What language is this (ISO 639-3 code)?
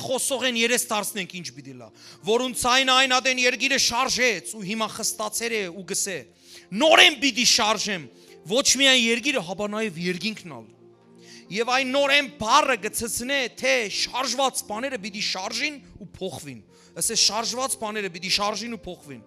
hyw